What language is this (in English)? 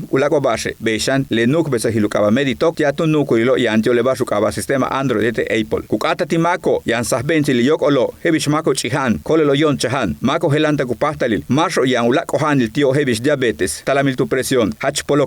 Yucateco